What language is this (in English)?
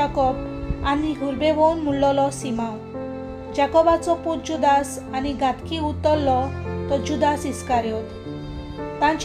Konkani